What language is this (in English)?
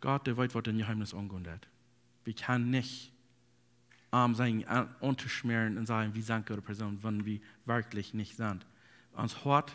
Plautdietsch